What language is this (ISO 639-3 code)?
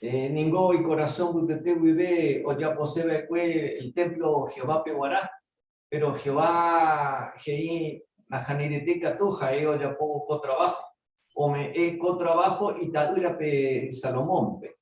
grn